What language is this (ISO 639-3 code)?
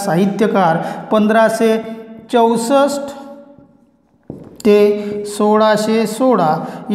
mar